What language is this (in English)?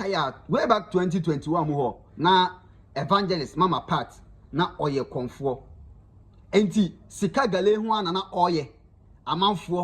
Akan